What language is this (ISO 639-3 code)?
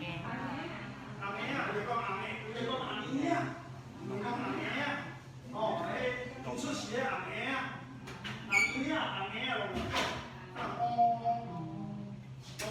nan